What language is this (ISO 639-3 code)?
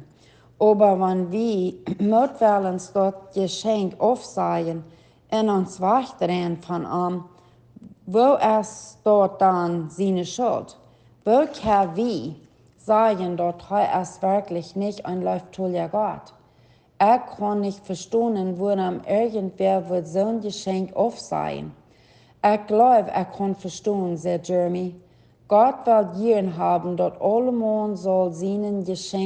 pdt